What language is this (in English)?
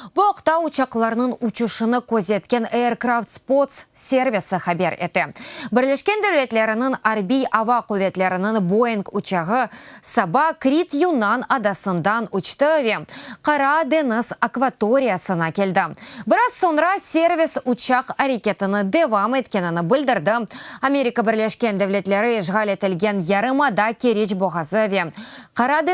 Crimean Tatar